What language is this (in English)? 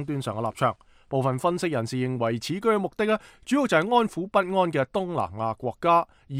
Cantonese